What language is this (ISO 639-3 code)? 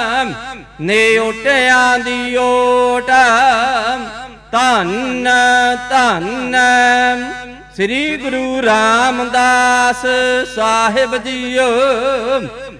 pan